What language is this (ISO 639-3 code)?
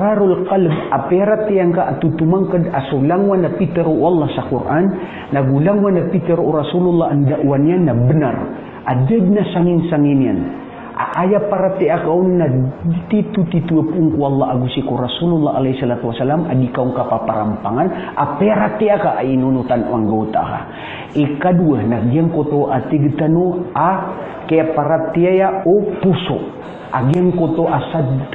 mrw